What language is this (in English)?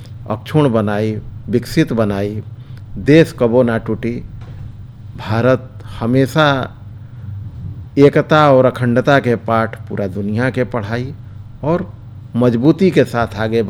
Bhojpuri